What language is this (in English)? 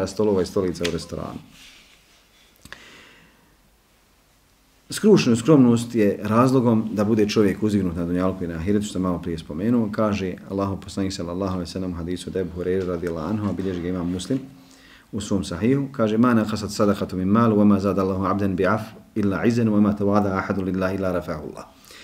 Bosnian